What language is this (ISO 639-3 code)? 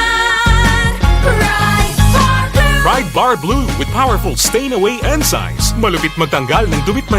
bik